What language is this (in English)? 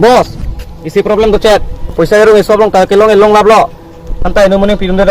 Karbi